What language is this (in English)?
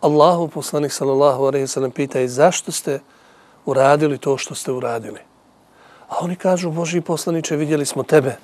Bosnian